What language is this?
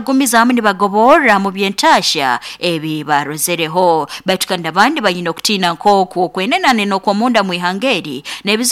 Nyoro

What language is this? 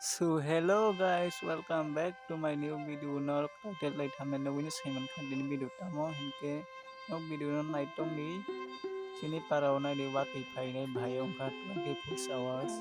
Kok Borok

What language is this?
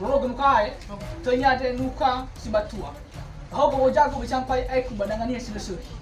Nias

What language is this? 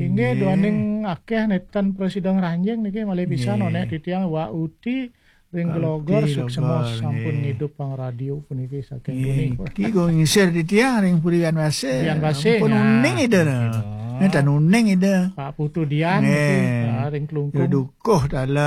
Balinese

